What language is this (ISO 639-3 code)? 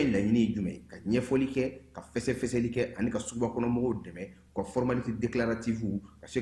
bam